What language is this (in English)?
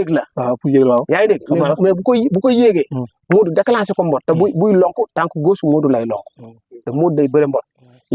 Wolof